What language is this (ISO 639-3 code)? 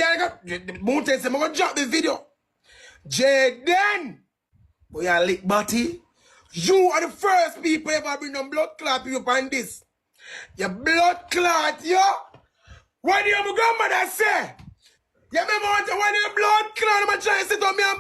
jam